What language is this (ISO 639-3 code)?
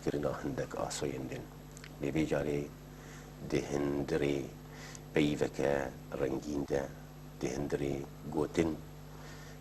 kur